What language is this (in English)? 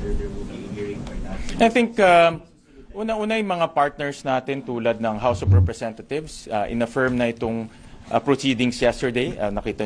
Filipino